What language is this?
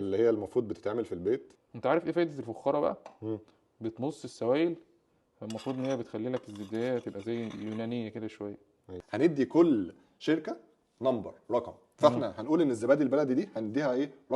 Egyptian Arabic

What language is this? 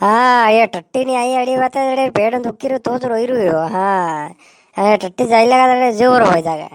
Rajasthani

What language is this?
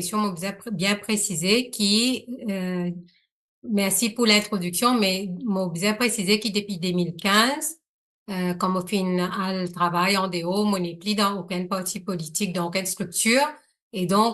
Morisyen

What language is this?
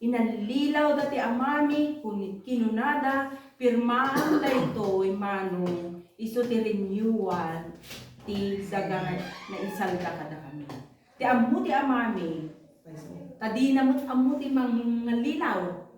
Iloko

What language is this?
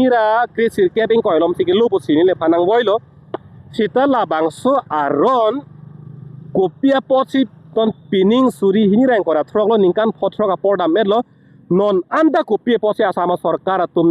Karbi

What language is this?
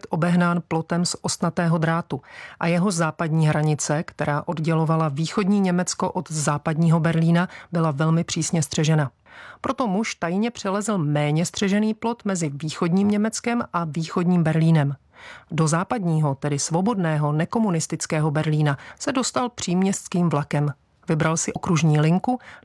Czech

